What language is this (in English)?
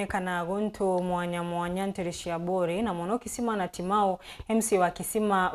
Meru